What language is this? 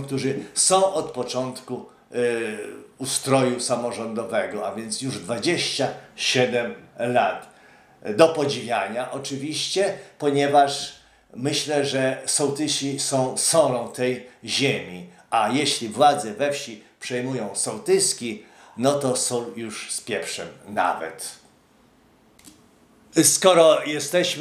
Polish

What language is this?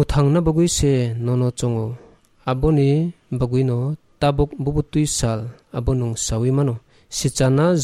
Kok Borok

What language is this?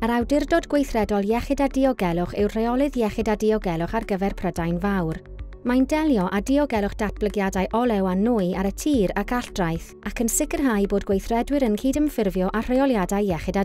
Welsh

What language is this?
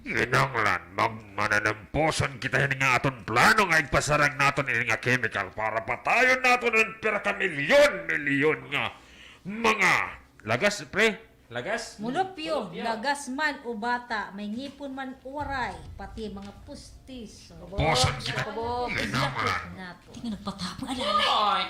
Waray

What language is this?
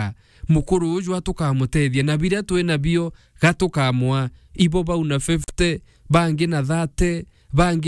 Meru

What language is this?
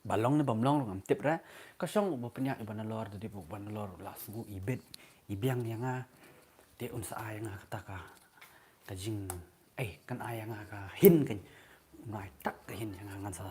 Khasi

